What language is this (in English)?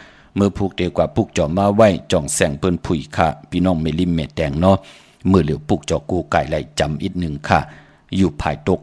Shan